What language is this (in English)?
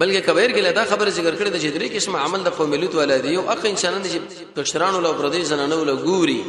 Pashto